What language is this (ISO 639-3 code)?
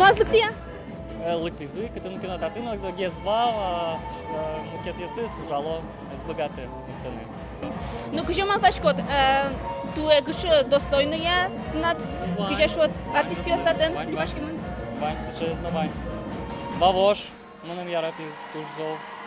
udm